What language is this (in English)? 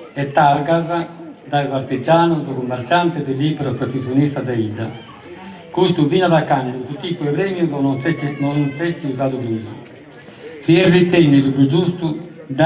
Sardinian